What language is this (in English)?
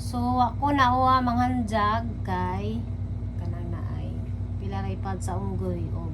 Cebuano